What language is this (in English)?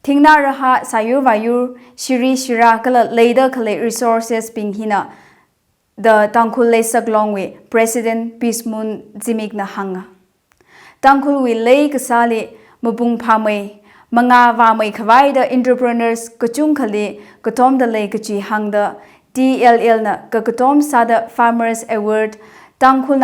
Tangkhul Naga (India)